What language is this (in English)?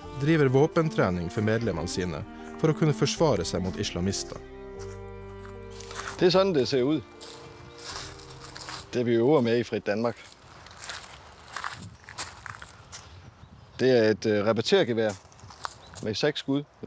Norwegian